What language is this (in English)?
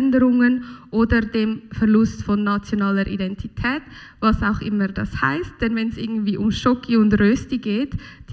German